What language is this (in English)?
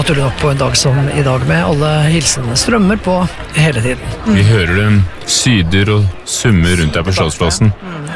Norwegian